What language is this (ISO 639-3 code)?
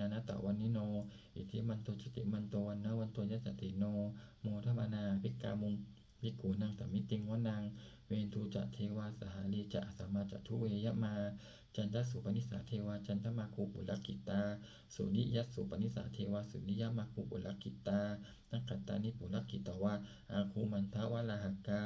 pli